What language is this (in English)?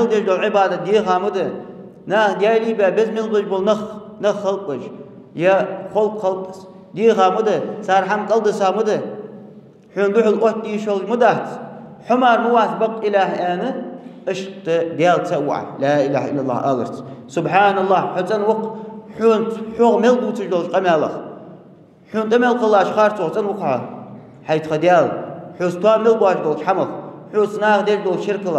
Ingush